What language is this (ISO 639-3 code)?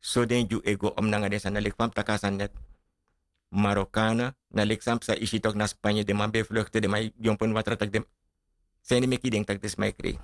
srn